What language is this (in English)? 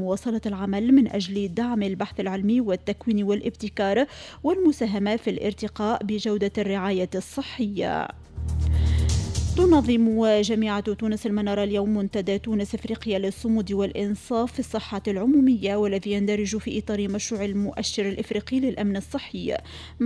Tunisian Arabic